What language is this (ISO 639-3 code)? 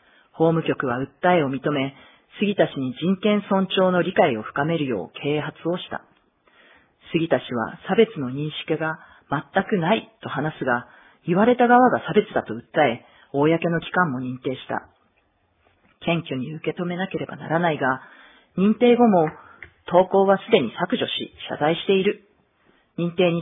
jpn